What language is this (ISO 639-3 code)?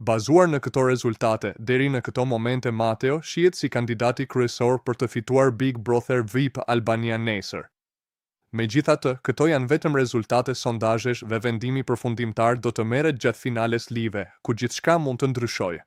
sqi